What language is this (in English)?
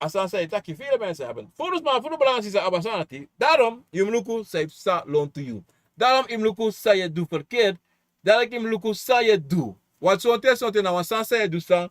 Sranan Tongo